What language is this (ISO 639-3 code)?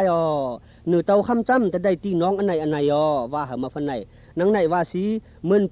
shn